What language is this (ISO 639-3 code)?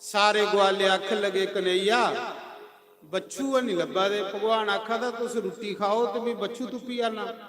doi